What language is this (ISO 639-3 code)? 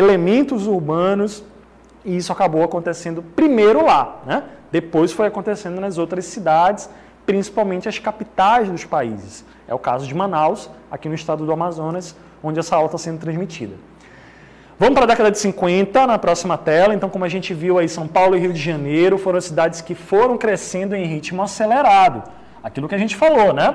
por